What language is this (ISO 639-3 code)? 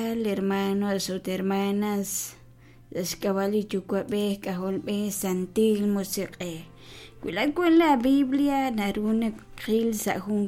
kek